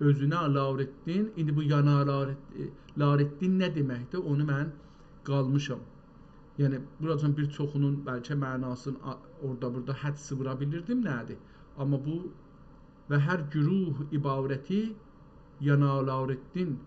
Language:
South Azerbaijani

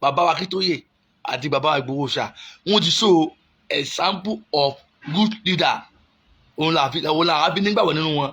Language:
Yoruba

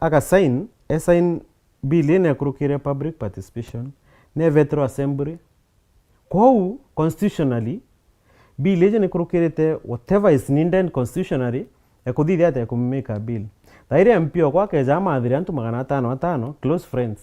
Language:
Meru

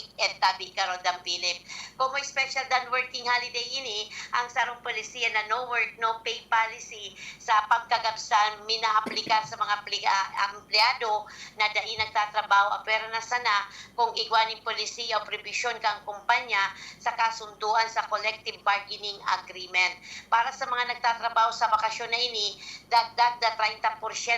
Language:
Bikol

